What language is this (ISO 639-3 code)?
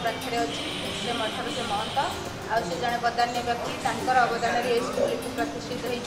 ori